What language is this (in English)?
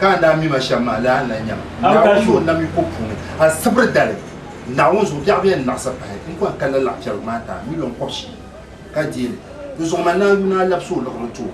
Dagbani